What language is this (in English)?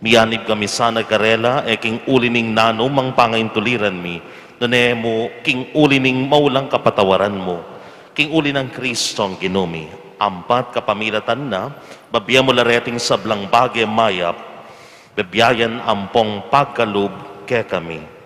Pampanga